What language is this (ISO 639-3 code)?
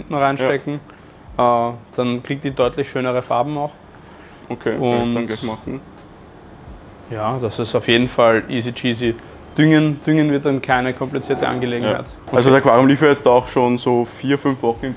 deu